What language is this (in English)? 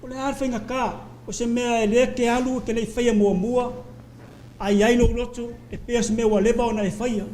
Samoan